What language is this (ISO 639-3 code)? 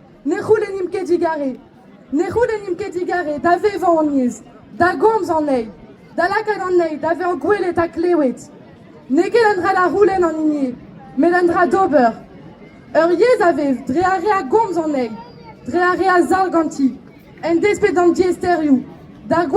bre